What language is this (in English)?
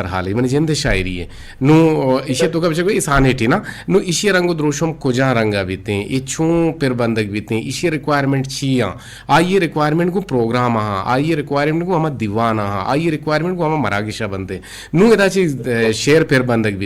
Eastern Balochi